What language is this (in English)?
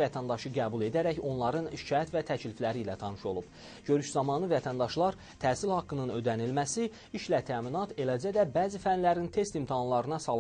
Azerbaijani